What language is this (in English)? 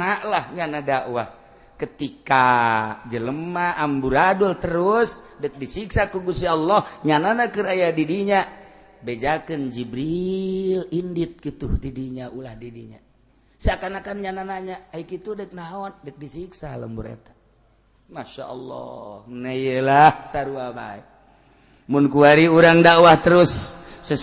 Sundanese